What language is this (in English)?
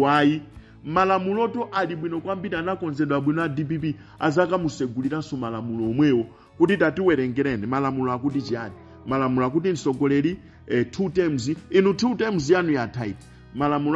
Nyanja